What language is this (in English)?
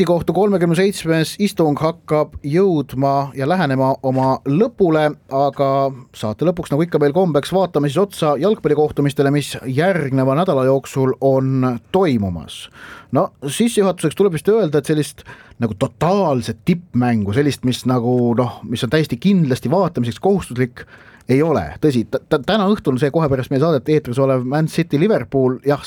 Estonian